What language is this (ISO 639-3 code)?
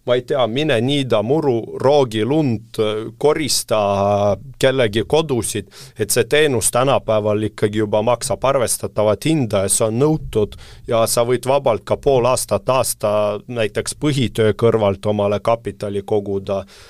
est